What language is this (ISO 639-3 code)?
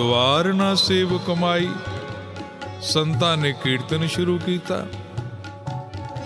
pan